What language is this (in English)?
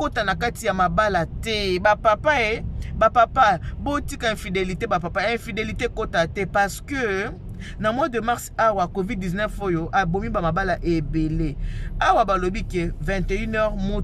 Lingala